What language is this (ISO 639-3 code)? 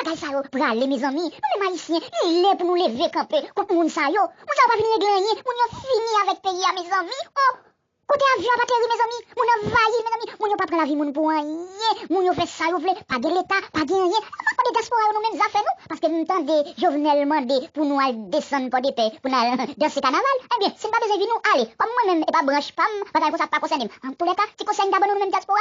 hat